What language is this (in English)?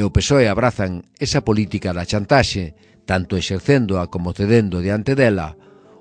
Galician